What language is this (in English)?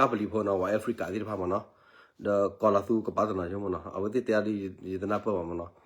S'gaw Karen